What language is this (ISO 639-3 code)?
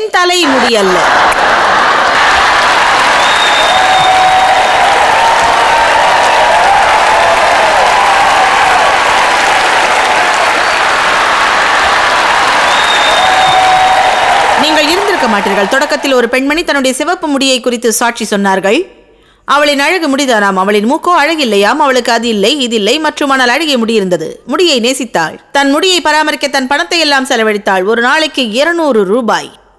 tam